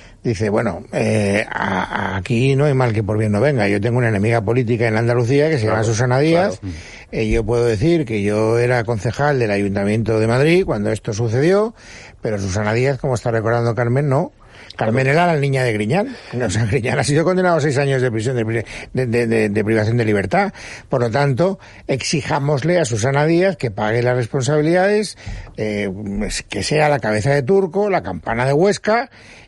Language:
Spanish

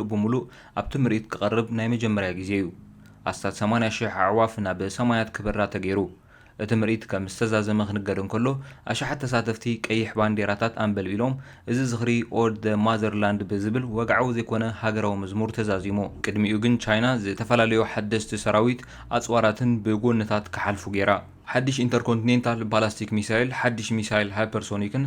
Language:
Tigrinya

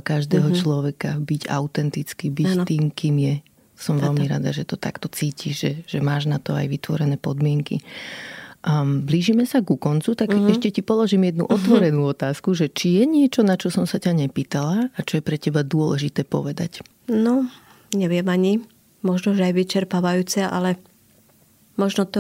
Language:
Slovak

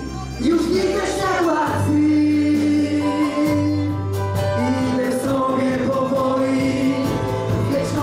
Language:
Polish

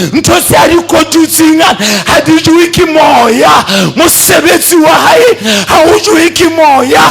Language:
Southern Sotho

